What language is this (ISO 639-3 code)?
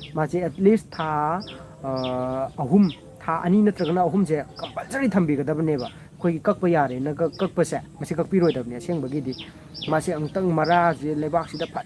mni